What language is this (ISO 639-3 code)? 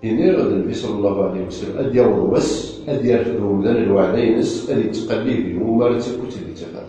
kab